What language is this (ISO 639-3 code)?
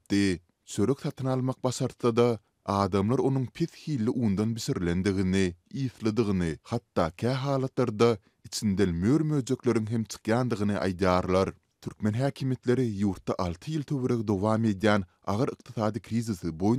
tuk